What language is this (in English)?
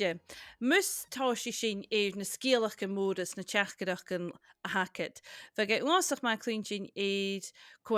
Scottish Gaelic